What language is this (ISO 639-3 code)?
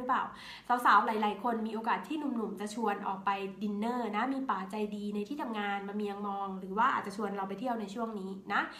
tha